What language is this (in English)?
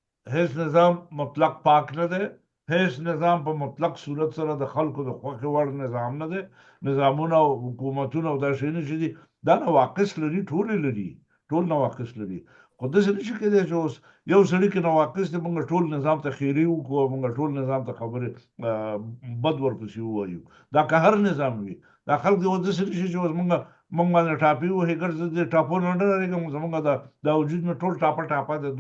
Pashto